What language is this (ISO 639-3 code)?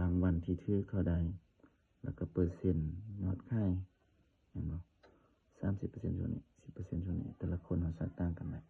lao